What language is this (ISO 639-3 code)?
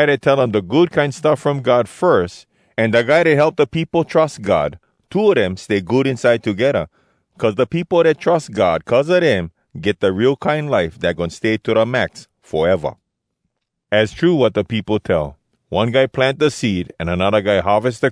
hwc